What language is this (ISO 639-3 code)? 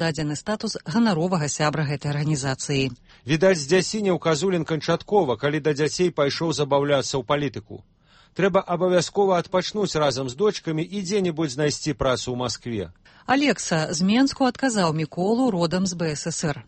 bel